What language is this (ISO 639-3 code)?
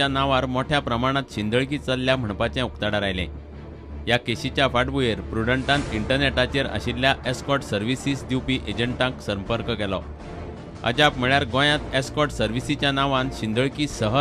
kok